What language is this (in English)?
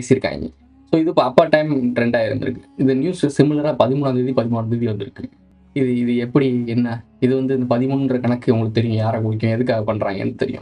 Tamil